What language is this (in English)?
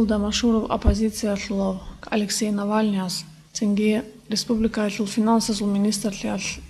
Avaric